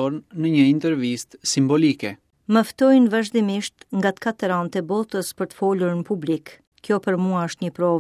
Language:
Albanian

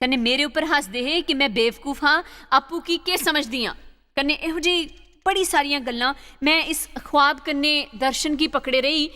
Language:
Dogri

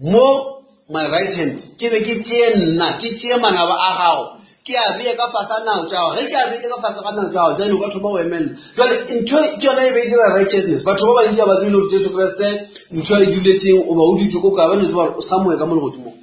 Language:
Northern Sotho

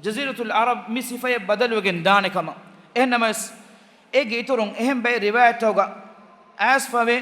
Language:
Divehi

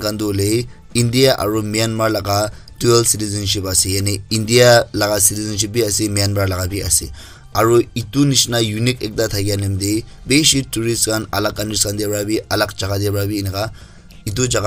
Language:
Naga Pidgin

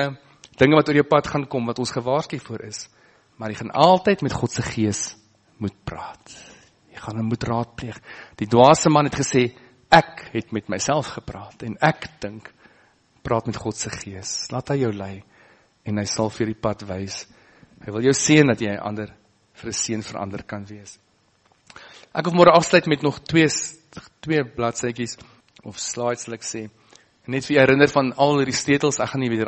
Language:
Afrikaans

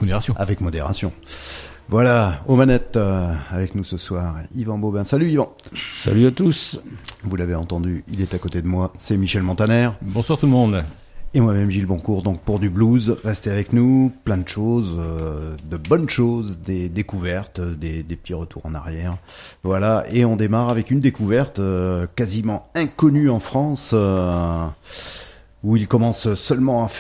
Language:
French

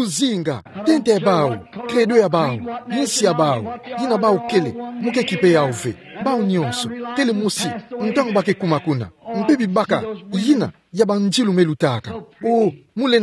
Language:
Kituba (Democratic Republic of Congo)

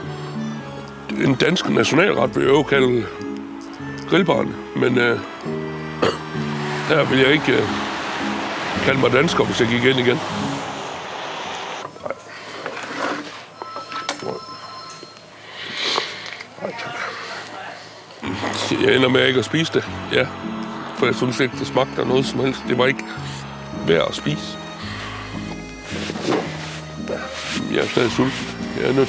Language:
Danish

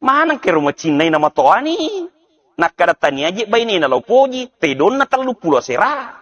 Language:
Buginese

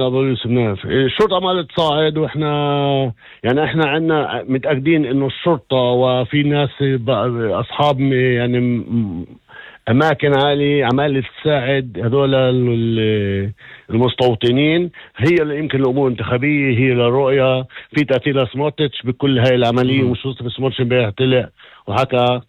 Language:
North Levantine Arabic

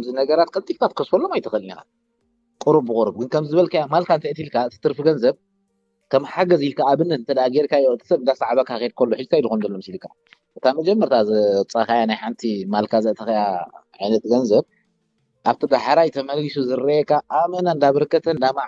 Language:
Tigrinya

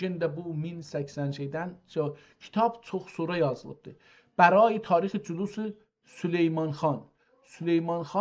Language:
South Azerbaijani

